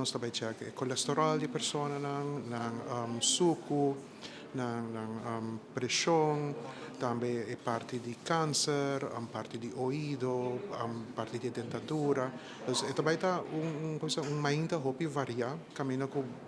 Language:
Papiamento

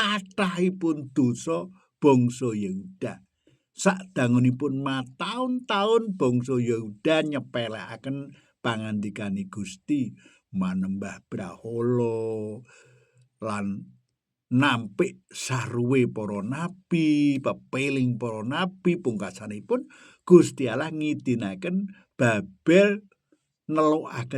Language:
Javanese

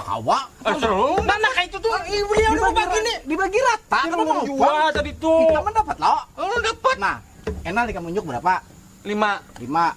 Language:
Banjar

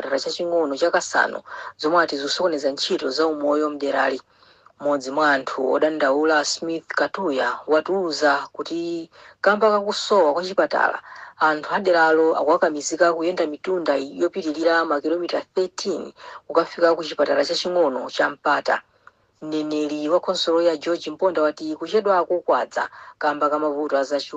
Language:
Nyanja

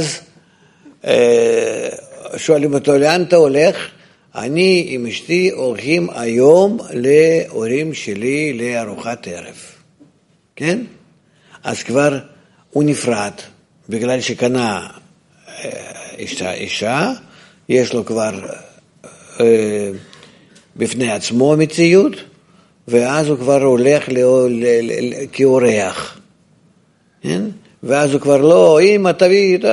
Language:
Hebrew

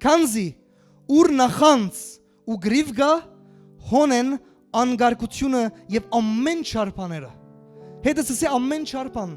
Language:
Western Armenian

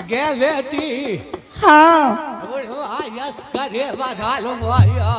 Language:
Angika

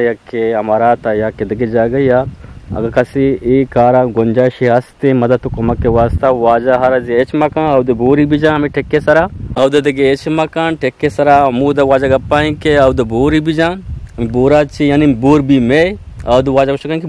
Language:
Eastern Balochi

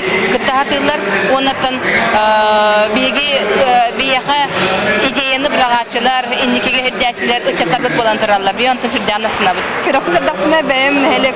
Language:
Yakut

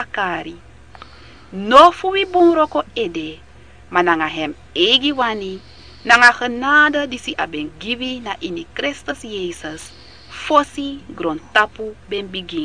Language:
Sranan Tongo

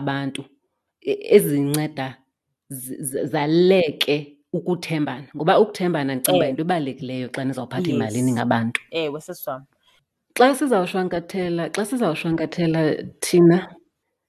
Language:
Xhosa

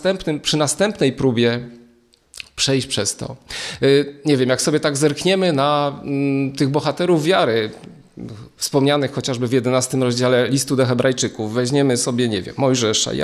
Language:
Polish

